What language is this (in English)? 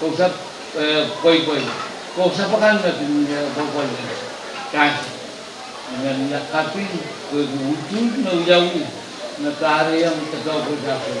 Pohnpeian